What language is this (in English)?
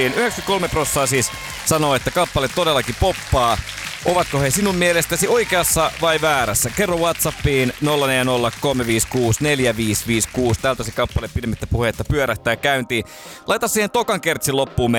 Finnish